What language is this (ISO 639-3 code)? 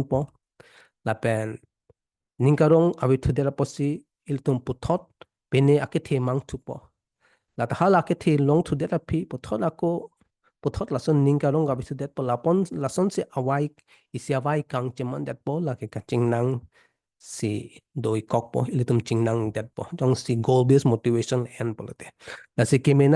mjw